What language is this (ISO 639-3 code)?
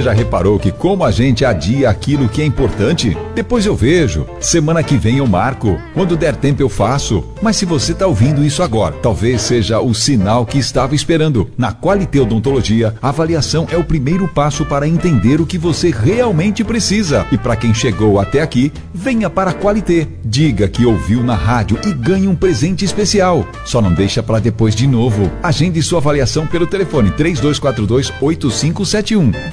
por